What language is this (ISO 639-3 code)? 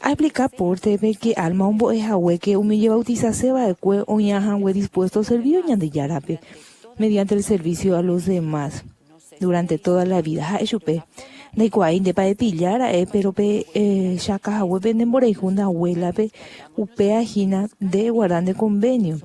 grn